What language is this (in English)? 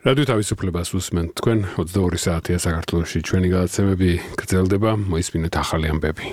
Georgian